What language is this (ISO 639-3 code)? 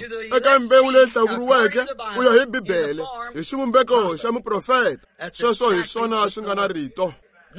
tso